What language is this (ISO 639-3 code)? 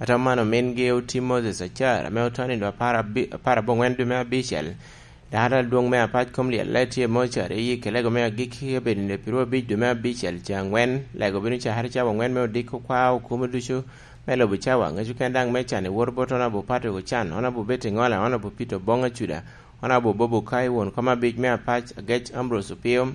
laj